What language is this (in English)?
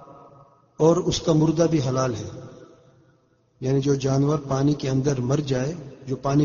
Urdu